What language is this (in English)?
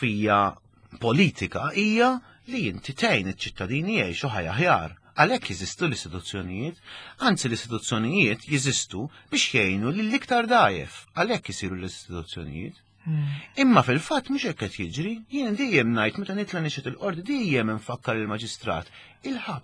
Maltese